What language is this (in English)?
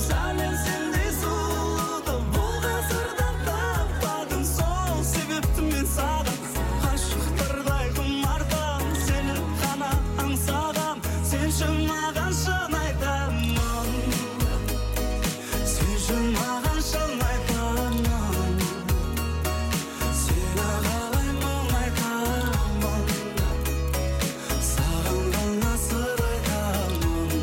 Kazakh